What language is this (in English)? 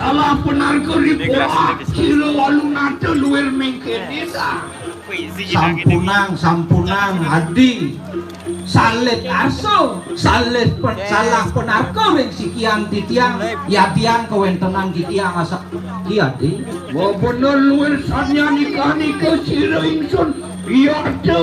Balinese